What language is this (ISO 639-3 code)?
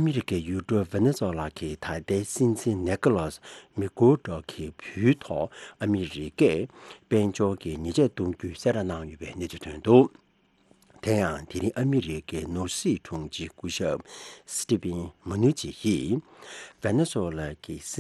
bod